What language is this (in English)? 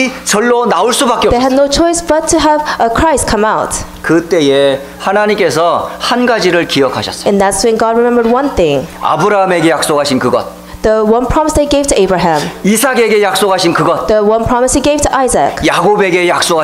Korean